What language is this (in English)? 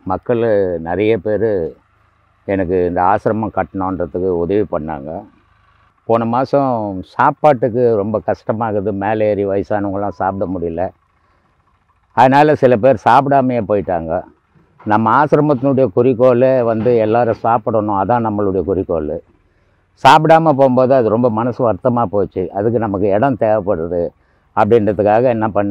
Tamil